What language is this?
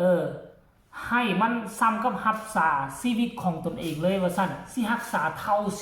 Northeastern Thai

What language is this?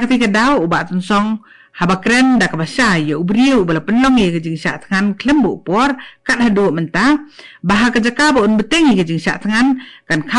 Khasi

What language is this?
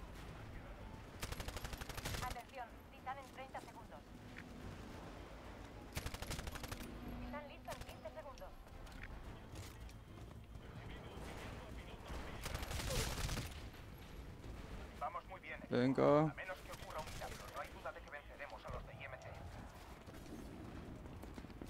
Spanish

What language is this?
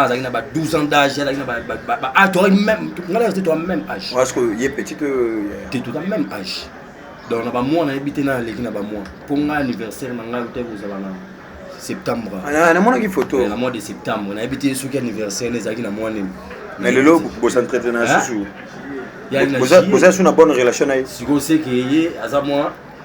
Lingala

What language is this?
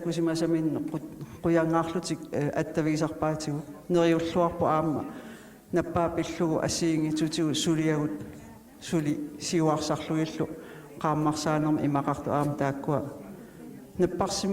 Kalaallisut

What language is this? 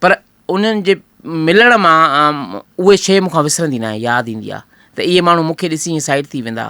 Sindhi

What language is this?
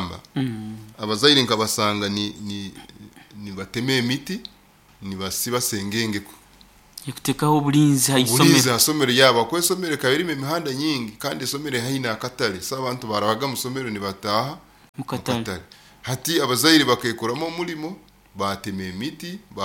Nyoro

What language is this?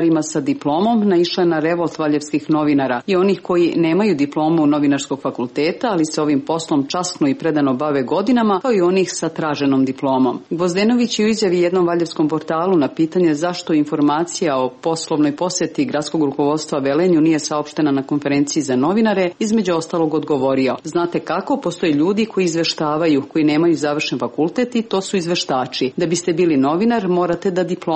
Serbian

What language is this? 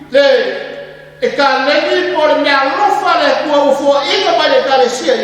Samoan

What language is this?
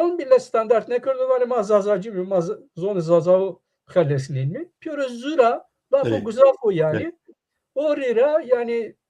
Zaza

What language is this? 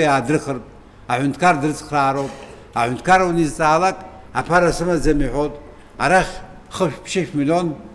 Abkhazian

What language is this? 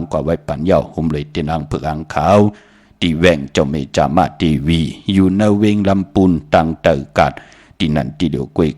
Shan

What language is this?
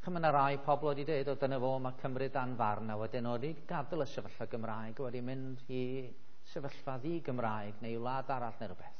Welsh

